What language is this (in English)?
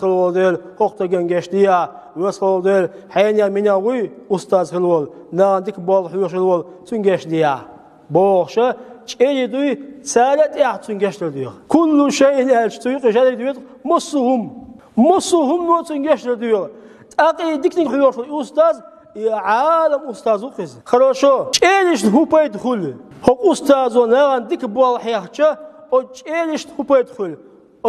Chechen